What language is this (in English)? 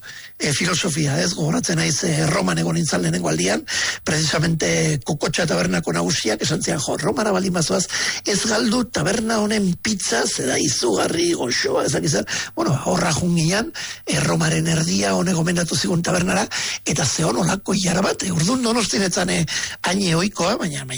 Basque